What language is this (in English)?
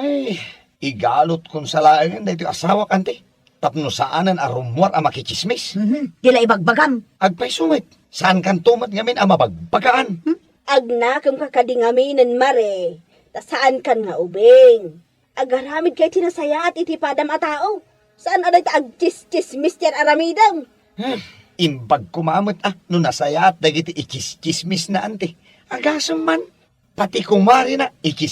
Iloko